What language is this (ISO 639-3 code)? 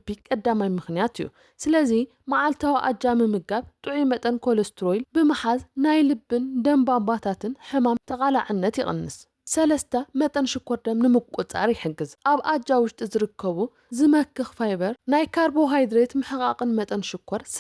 tir